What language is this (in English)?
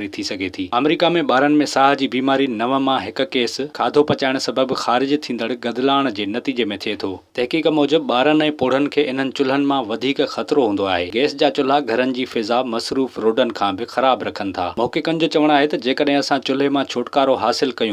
Sindhi